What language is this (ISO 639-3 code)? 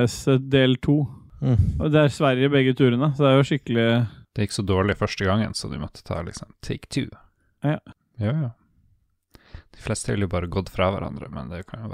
nor